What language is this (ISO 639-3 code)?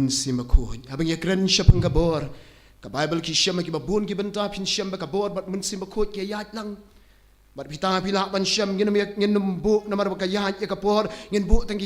kha